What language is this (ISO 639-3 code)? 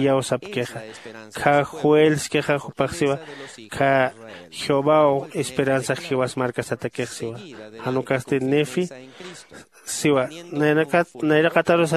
aym